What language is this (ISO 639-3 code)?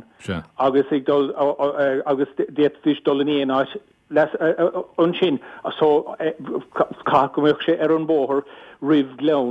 gle